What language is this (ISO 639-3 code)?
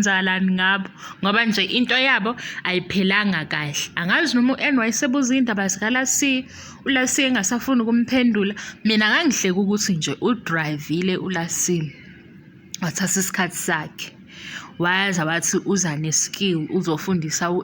zul